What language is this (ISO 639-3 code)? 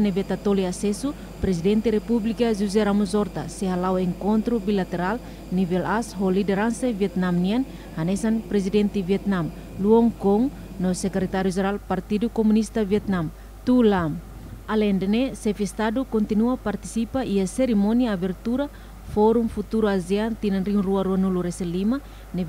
tet